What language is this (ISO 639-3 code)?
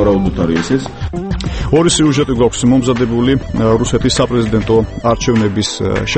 kat